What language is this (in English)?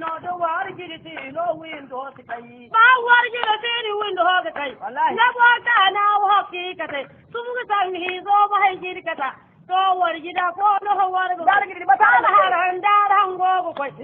Zarma